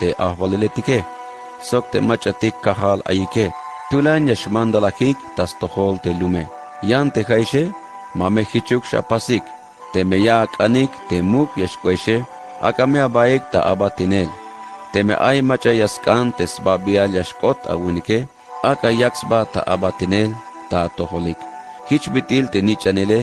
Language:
Tzeltal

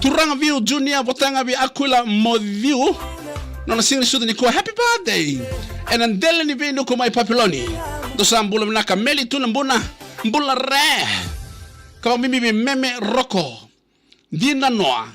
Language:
Fijian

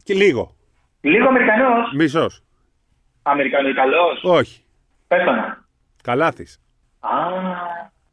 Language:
Greek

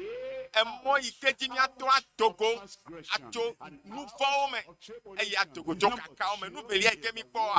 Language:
Ewe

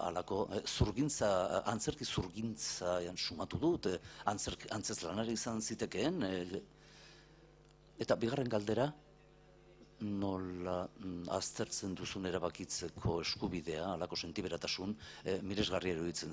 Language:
Basque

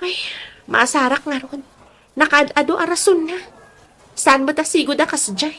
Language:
Iloko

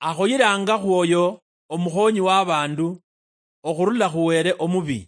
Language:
Luyia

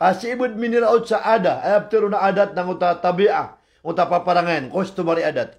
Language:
Maranao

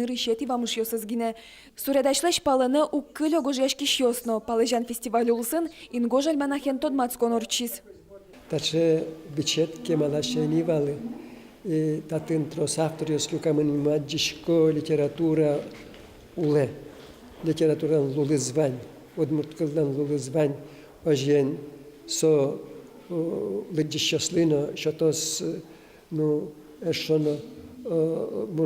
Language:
Udmurt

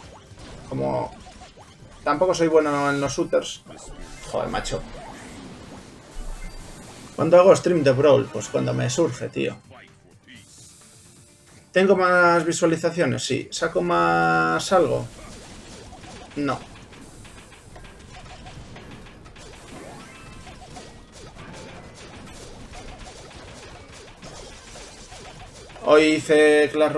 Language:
Spanish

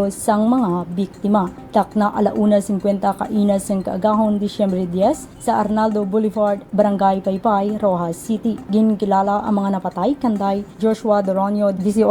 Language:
Hiligaynon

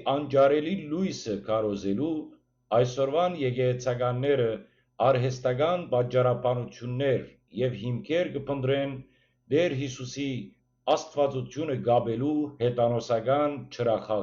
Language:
Western Armenian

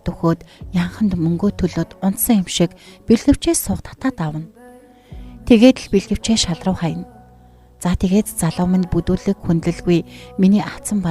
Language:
Mongolian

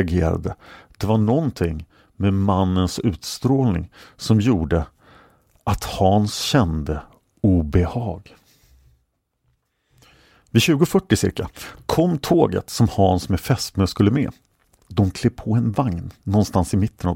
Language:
Swedish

